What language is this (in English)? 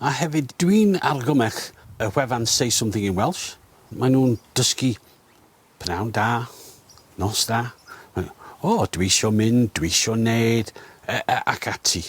Welsh